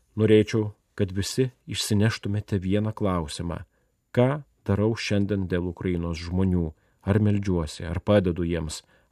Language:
Lithuanian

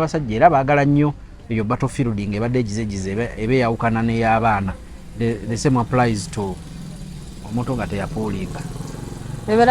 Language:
Ganda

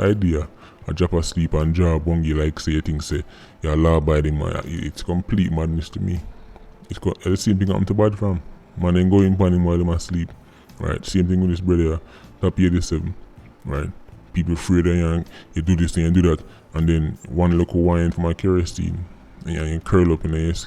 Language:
Jamaican Creole English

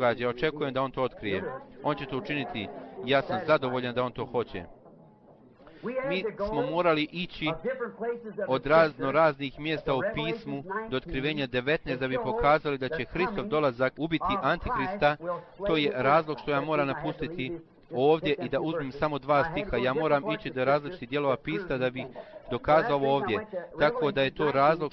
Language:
Bosnian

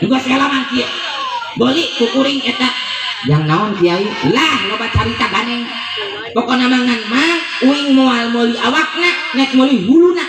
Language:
Sundanese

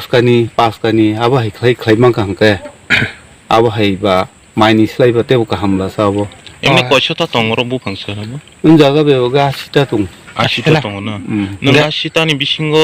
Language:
Kok Borok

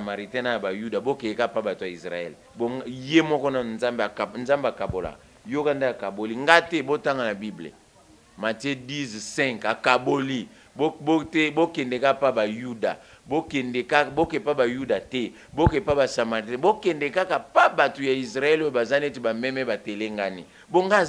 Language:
Lingala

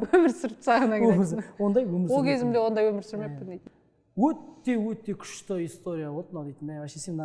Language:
Kazakh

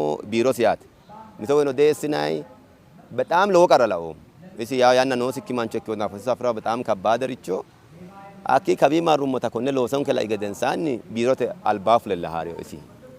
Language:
Sidamo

